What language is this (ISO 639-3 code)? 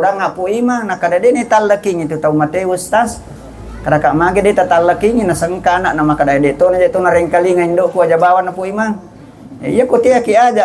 bug